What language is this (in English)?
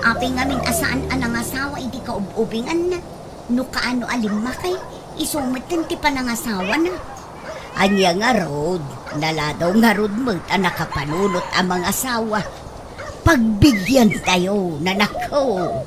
Iloko